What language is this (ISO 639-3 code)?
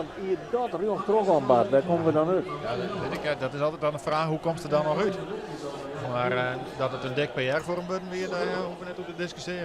fry